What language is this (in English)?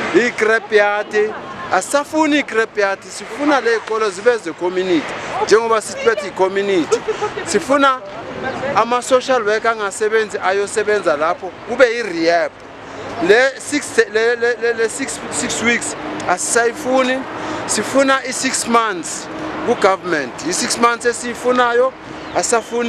Zulu